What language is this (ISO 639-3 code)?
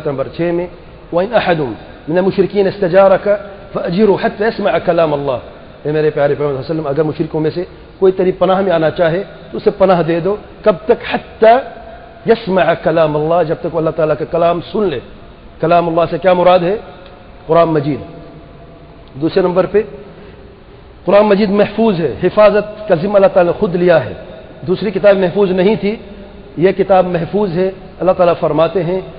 urd